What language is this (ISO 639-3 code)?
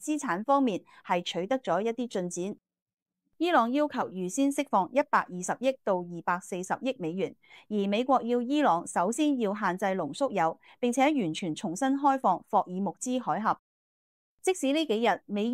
yue